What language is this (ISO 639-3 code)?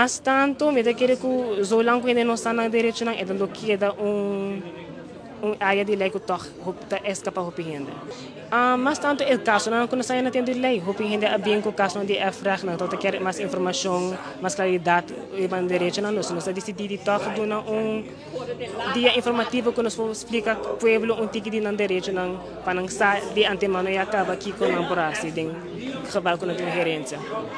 pap